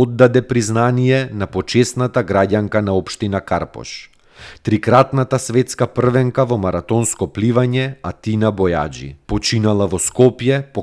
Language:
Macedonian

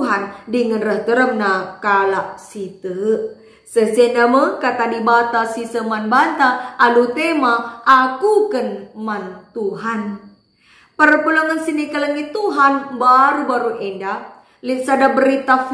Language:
Batak Karo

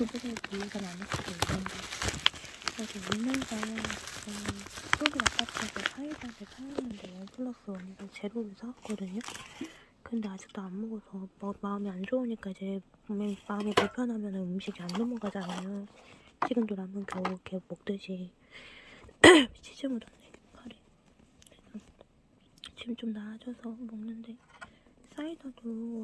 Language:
Korean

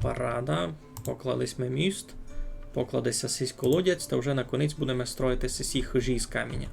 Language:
Rusyn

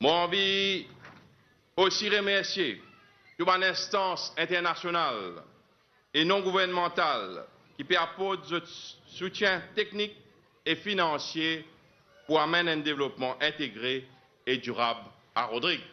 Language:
Morisyen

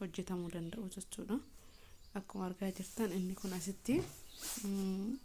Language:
Oromo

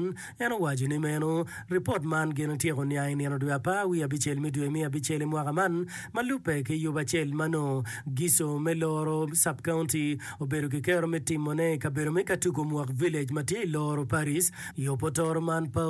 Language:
Acoli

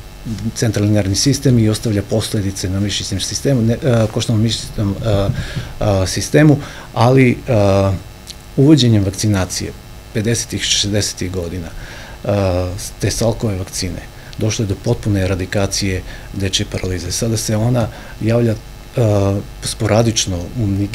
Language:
Serbian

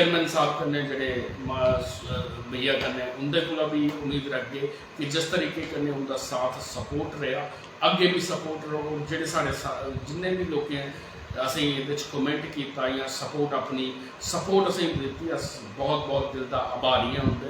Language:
Dogri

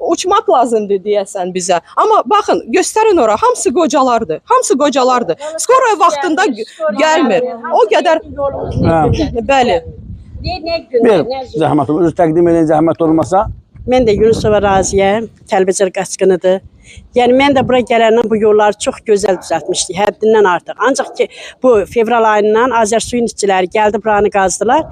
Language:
Azerbaijani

